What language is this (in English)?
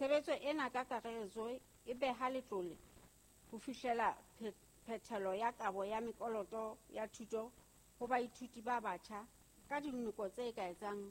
Southern Sotho